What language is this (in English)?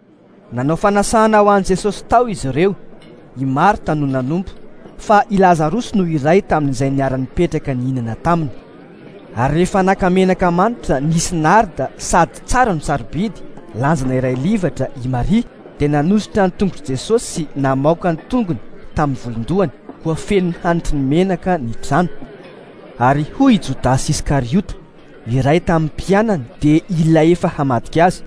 Malagasy